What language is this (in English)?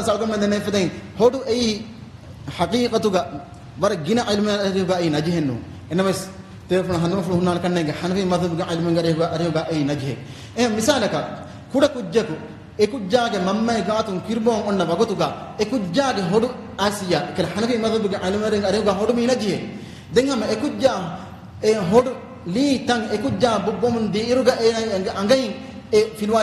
Divehi